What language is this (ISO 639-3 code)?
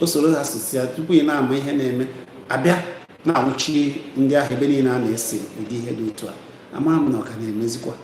ibo